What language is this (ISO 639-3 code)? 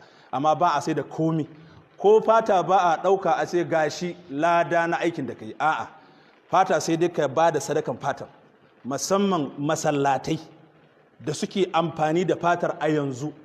hau